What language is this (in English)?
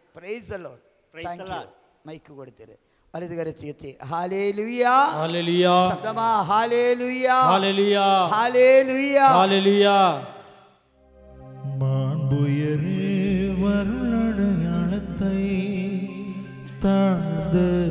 Tamil